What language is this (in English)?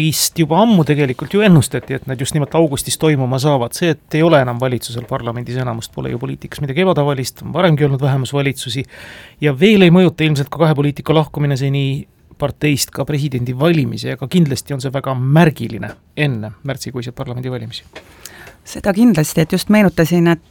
Estonian